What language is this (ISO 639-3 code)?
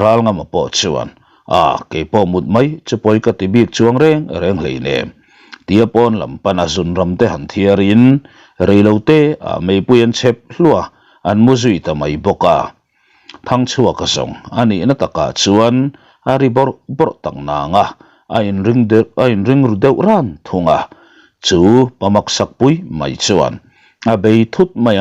lus